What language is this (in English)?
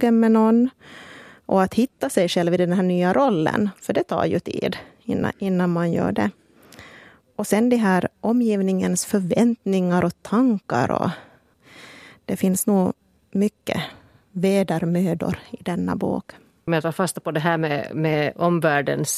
Swedish